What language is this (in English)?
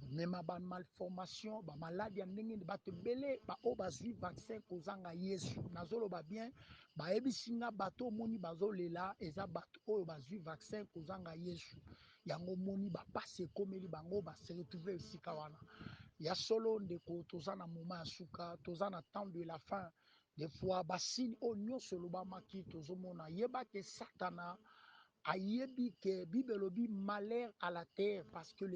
Lingala